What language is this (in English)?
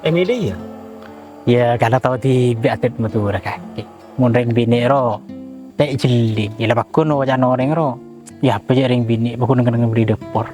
Madurese